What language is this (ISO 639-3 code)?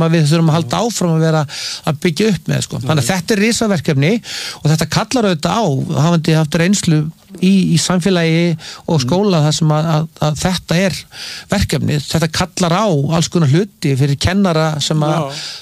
isl